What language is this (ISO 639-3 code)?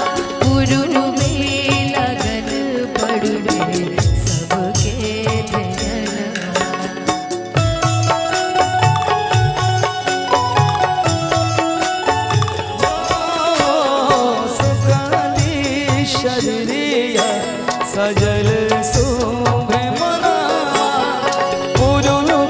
bho